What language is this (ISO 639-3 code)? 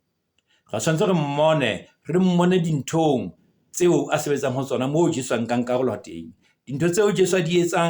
sot